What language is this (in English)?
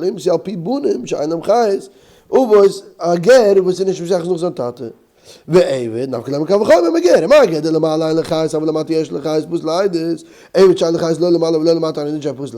Yiddish